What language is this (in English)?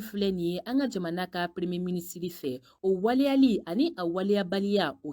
Bambara